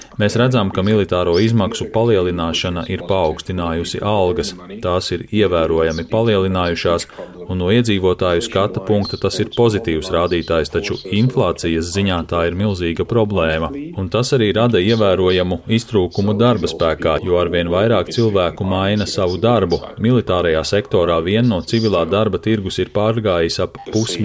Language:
Latvian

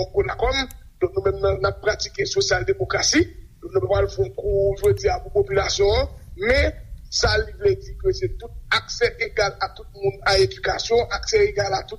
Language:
Haitian Creole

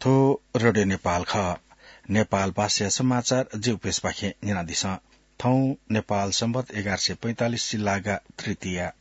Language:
Newari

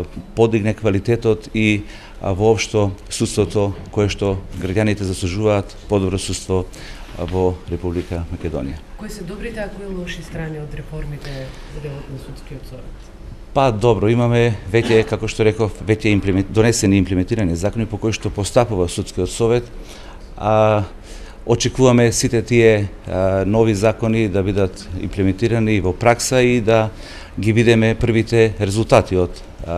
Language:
Macedonian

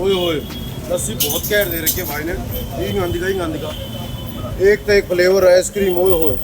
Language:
Haryanvi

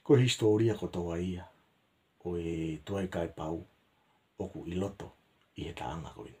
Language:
Tongan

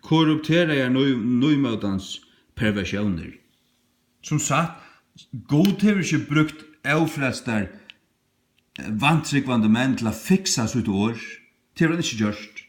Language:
Faroese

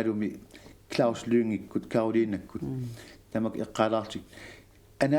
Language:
Kalaallisut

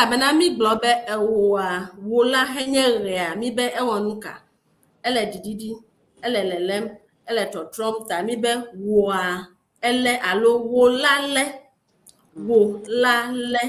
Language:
Ewe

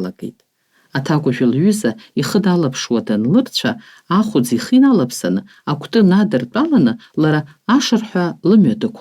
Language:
Abkhazian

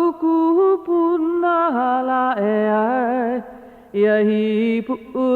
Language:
Hawaiian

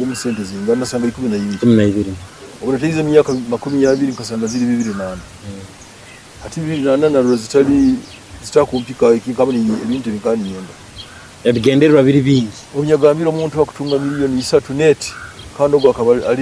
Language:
Nyoro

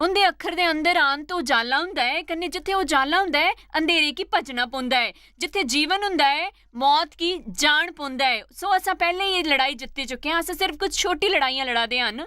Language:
Dogri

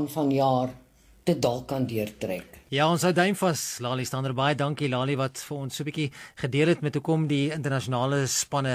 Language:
Afrikaans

